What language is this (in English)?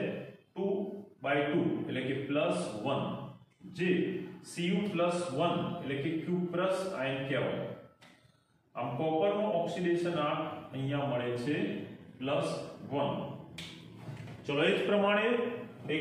Gujarati